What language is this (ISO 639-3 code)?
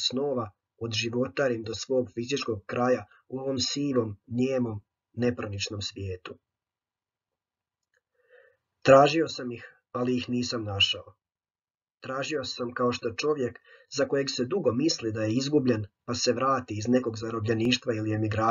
hrv